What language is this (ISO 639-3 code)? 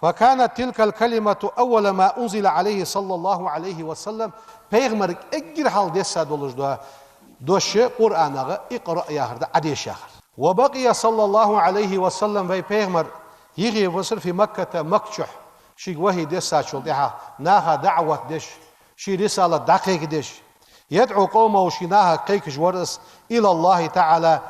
inh